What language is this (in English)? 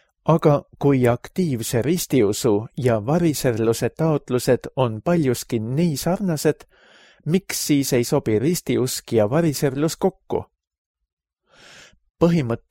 Estonian